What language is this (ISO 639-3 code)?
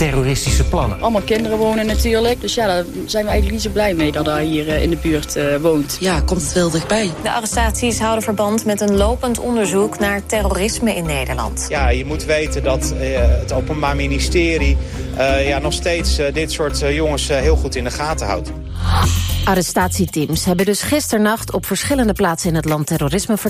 nld